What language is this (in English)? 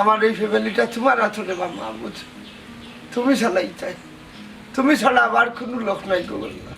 Sylheti